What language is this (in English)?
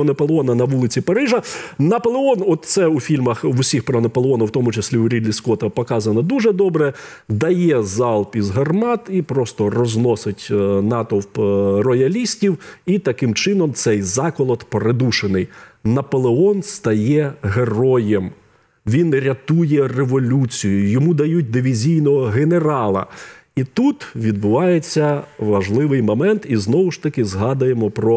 Ukrainian